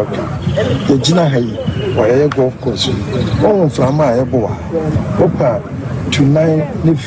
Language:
Akan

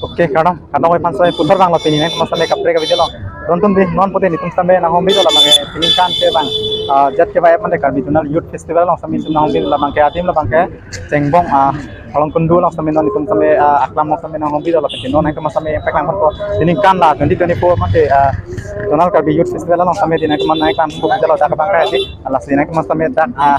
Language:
Karbi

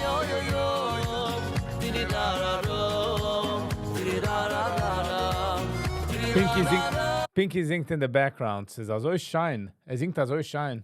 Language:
Yiddish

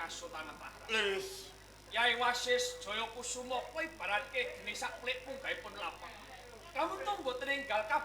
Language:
Javanese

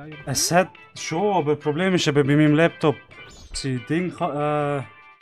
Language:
Swiss German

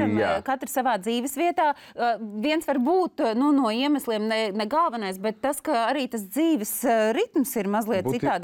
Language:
Latvian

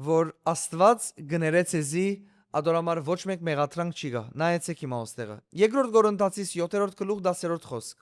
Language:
Western Armenian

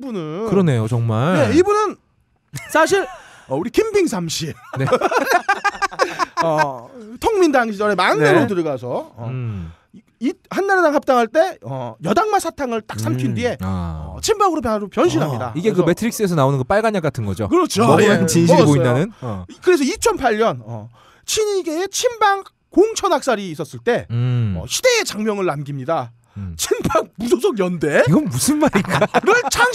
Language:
Korean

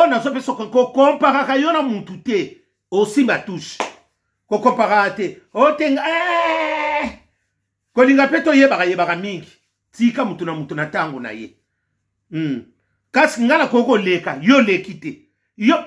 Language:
Lingala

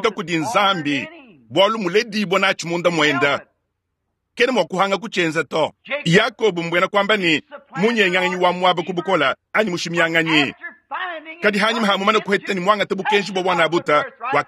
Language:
Luba-Lulua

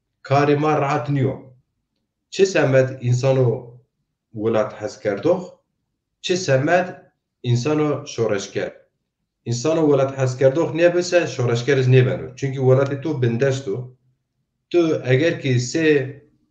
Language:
Zaza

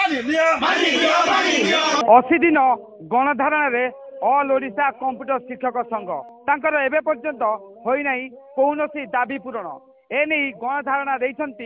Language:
Odia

